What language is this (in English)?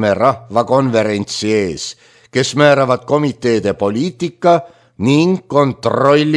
Estonian